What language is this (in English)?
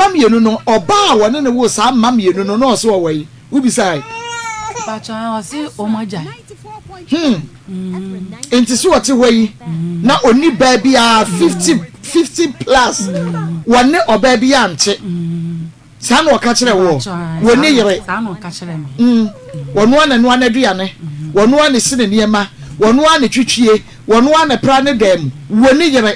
Akan